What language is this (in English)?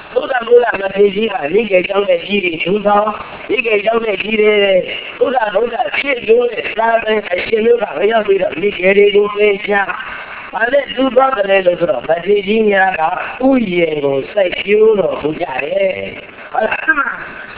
Burmese